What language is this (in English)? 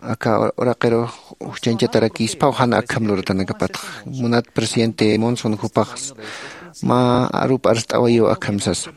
Aymara